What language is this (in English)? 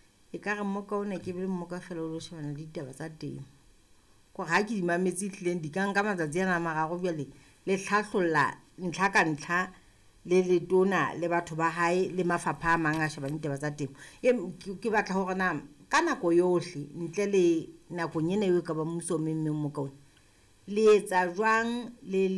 Southern Sotho